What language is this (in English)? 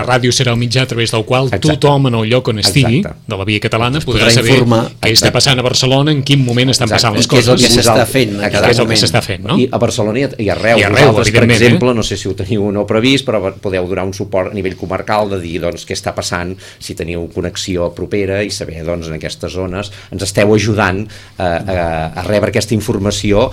Catalan